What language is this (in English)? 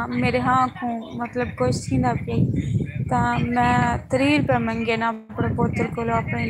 Saraiki